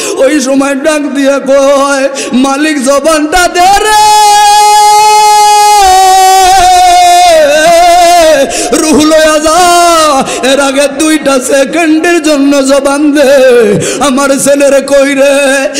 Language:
Bangla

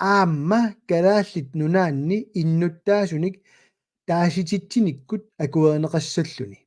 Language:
Kalaallisut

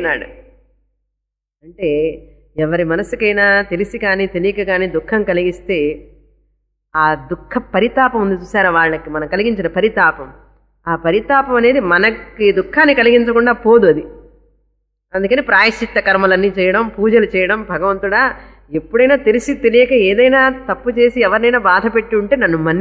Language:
Telugu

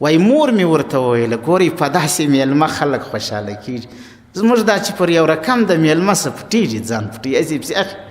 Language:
Pashto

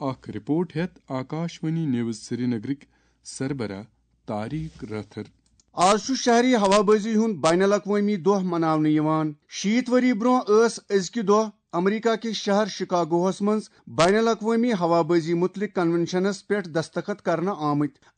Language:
Kashmiri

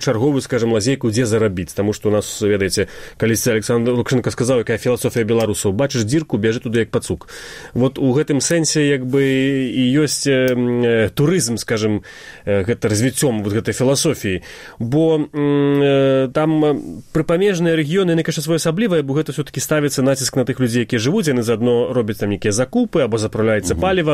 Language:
Belarusian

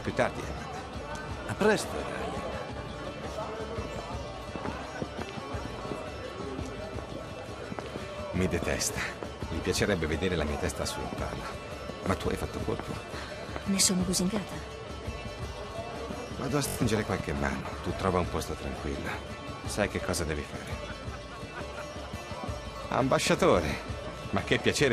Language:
Italian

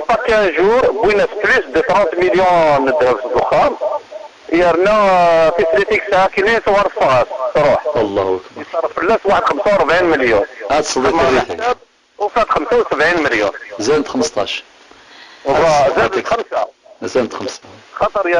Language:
Kabyle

